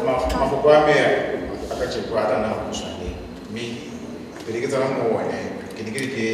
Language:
Tswana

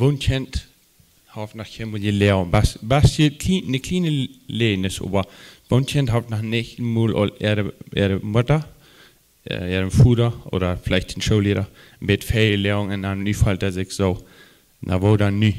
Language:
Plautdietsch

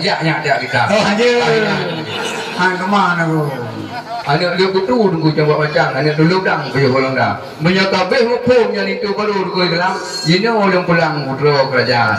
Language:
Achinese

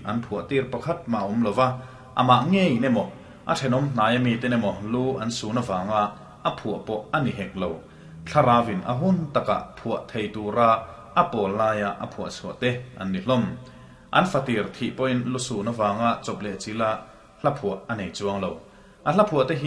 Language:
Mizo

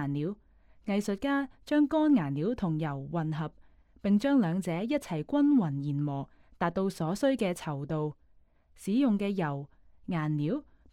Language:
Cantonese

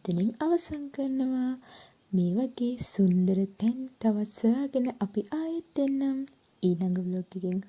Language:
Sinhala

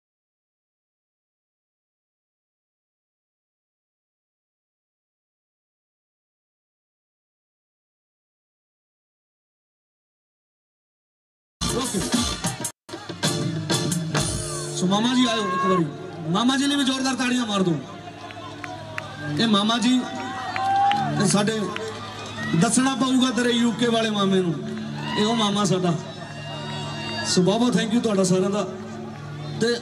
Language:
Punjabi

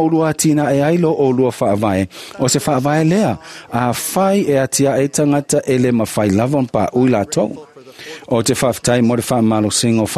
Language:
Samoan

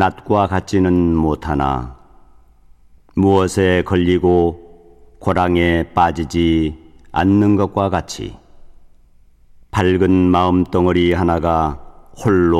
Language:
Korean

